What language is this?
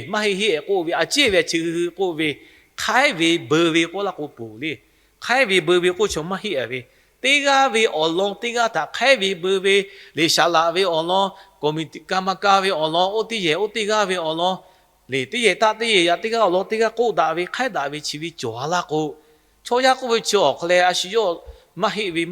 Lahu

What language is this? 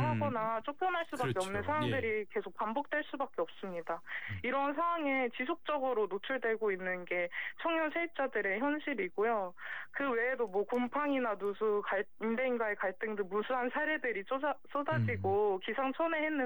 Korean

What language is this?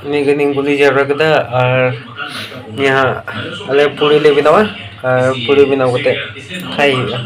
Santali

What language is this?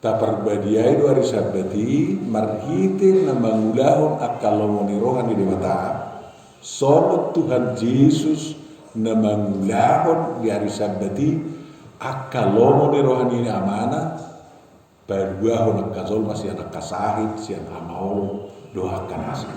Batak Toba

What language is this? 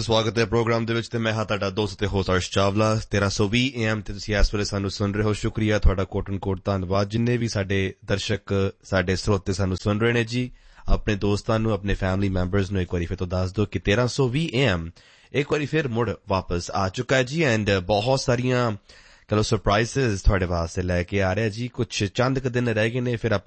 Punjabi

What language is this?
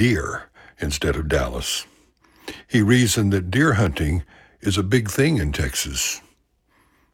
English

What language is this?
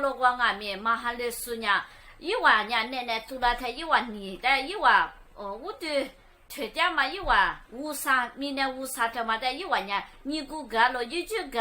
Lisu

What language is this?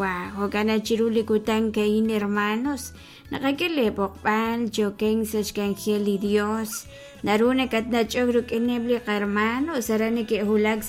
Kekchí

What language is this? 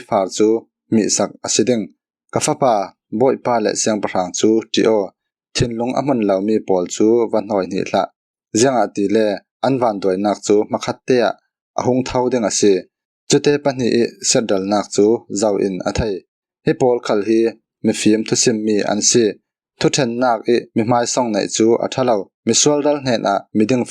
Falam Chin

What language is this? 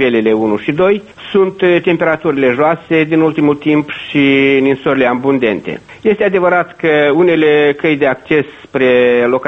Romanian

